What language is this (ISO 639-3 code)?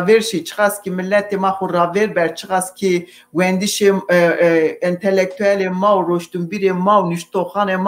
zza